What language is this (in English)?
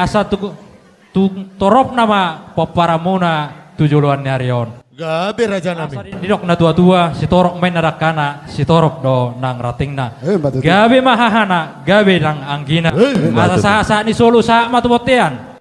Batak Toba